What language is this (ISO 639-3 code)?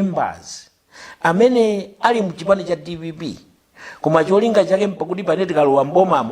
nya